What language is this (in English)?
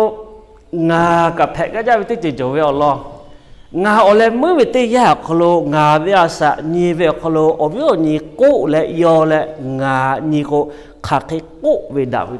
Lahu